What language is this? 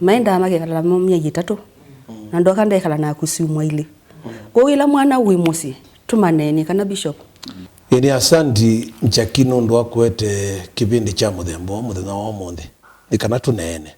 Kamba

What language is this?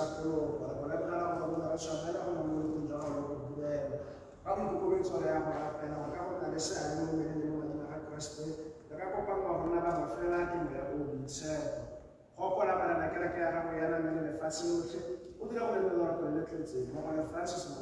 Tswana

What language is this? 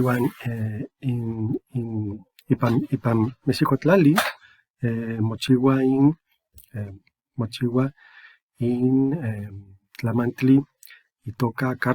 Eastern Huasteca Nahuatl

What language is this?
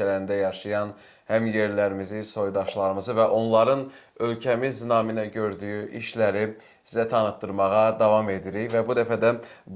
Azerbaijani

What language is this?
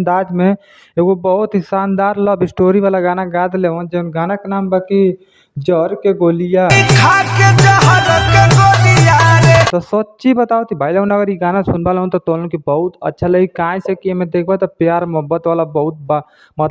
Bhojpuri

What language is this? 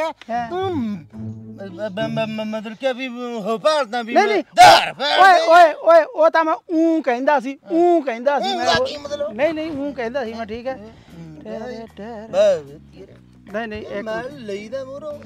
Punjabi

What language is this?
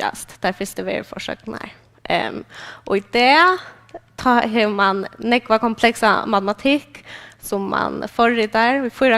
Faroese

